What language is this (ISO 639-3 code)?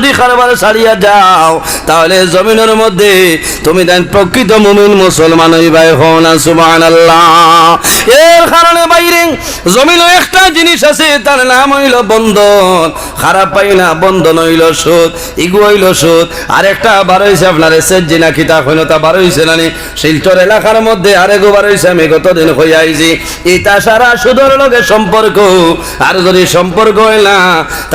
syl